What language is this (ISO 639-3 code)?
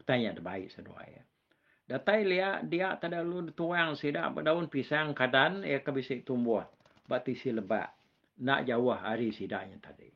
iba